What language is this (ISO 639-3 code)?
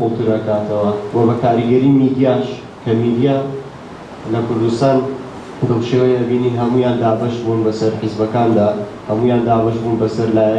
ckb